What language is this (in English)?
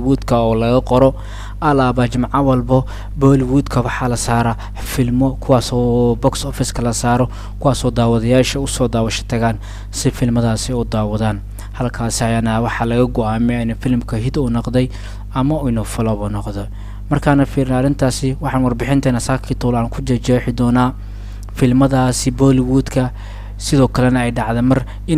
Somali